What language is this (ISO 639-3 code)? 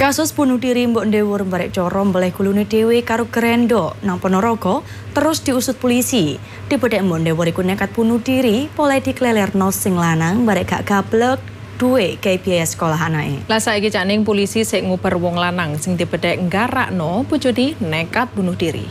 jav